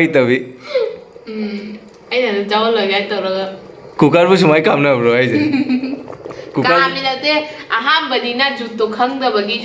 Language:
Manipuri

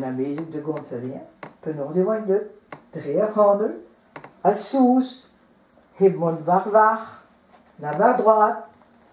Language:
Breton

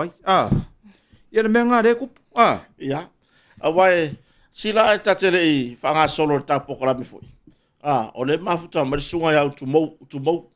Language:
Samoan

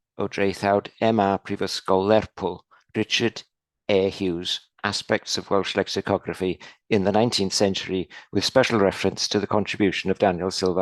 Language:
Welsh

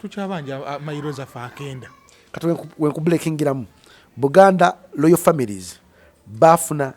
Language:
Ganda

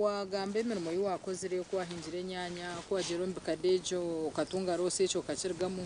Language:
Nyankole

